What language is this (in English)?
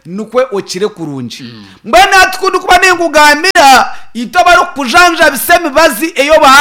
Nyankole